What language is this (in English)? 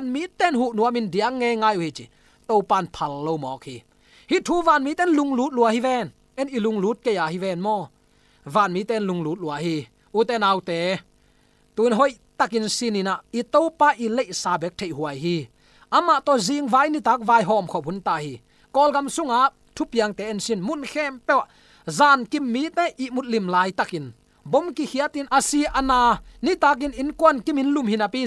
Tedim Chin